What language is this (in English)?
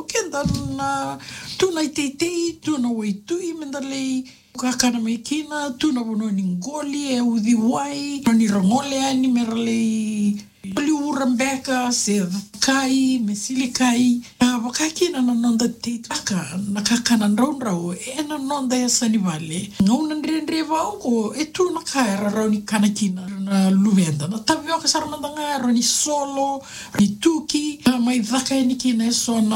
Fijian